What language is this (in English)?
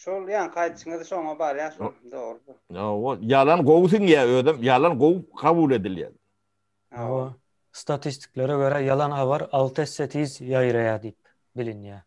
Turkmen